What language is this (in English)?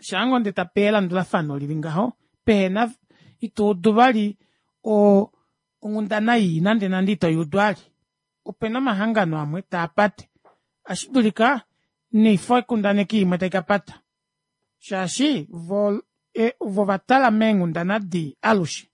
Kuanyama